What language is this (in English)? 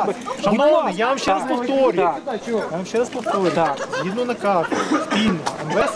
Ukrainian